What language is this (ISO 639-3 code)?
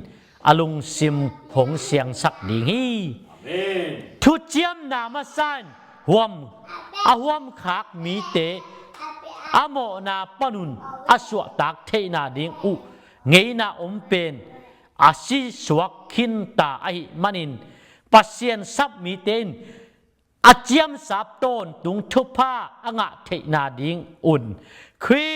ctd